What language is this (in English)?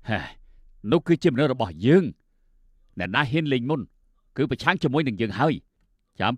Khmer